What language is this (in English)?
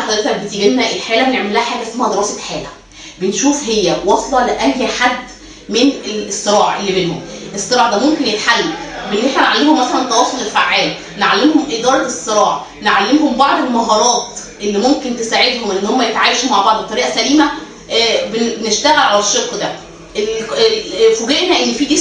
Egyptian Arabic